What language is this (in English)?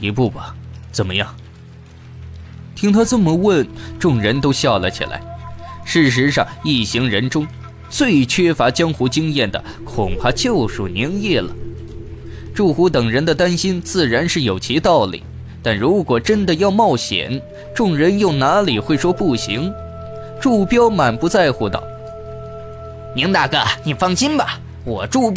Chinese